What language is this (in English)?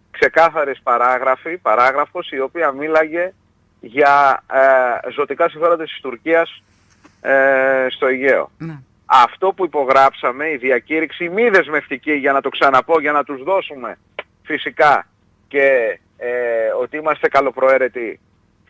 Greek